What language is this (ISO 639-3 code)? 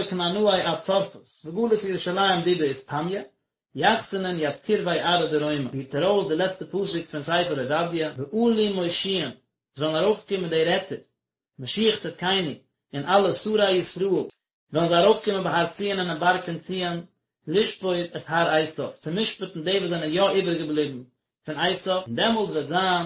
yid